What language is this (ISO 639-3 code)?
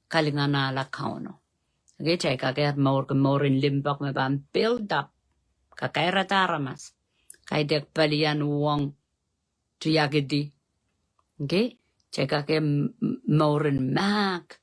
pon